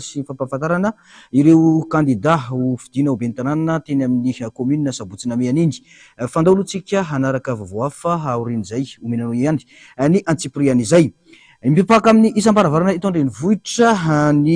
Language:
Malagasy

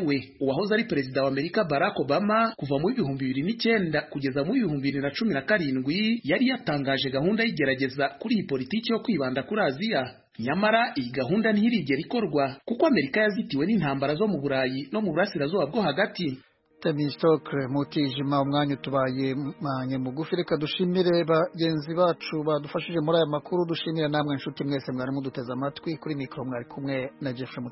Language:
Kinyarwanda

